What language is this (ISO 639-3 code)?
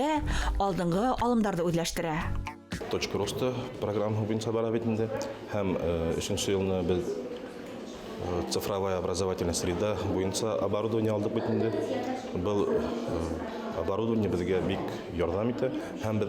bak